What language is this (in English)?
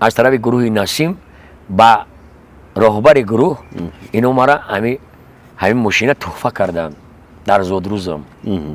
Tajik